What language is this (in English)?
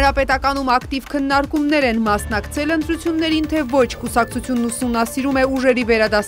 Armenian